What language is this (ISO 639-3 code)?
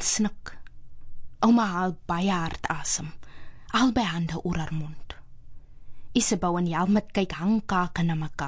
afr